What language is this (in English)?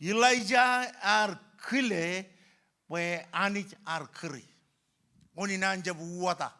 Marshallese